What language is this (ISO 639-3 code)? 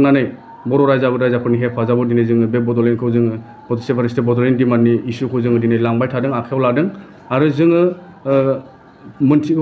brx